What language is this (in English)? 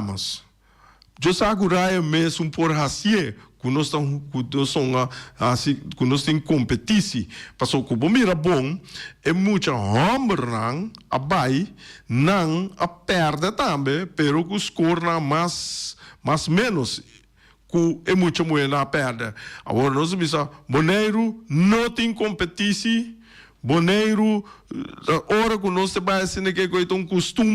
Papiamento